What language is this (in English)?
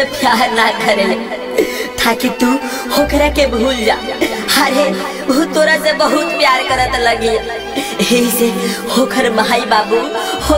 Bhojpuri